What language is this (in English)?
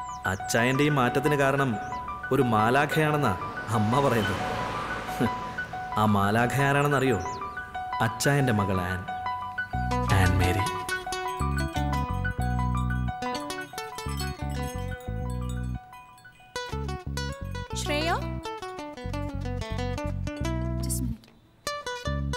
Malayalam